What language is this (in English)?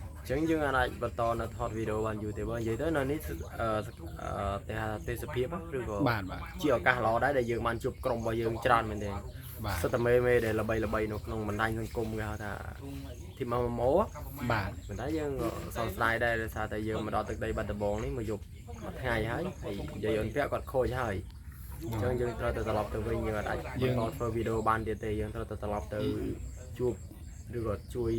Khmer